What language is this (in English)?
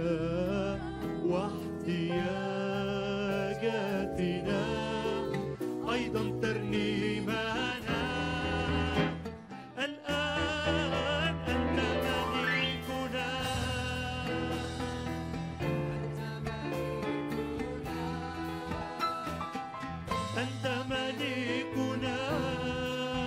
Egyptian Arabic